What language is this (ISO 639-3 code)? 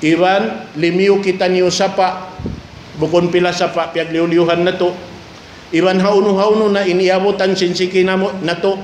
tsg